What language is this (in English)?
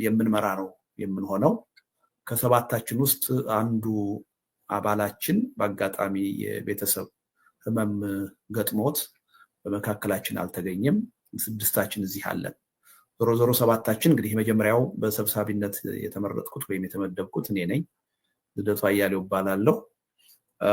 Amharic